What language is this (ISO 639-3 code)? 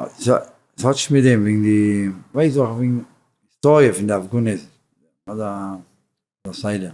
yid